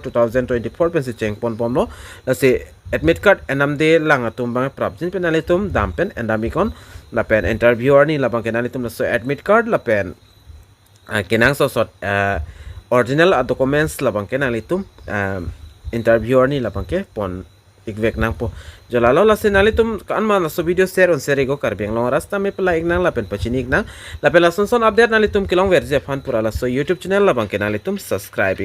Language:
Karbi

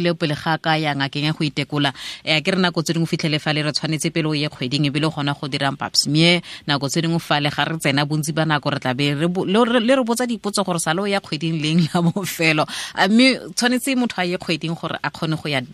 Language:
Tswana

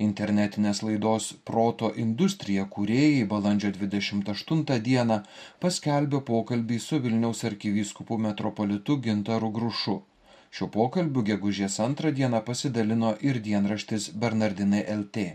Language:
Lithuanian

